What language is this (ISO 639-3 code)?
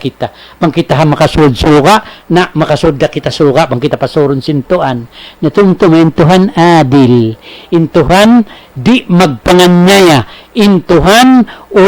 tsg